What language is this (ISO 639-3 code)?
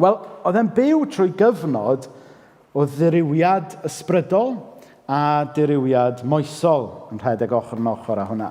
cym